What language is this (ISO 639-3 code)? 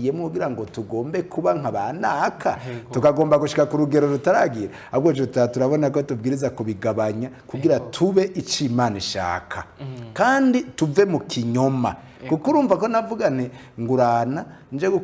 run